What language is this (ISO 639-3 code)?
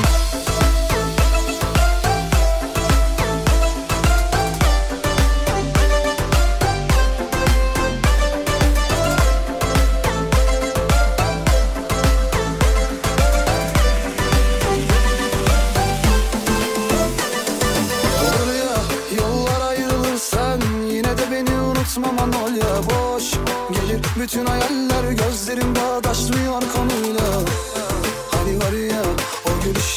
tur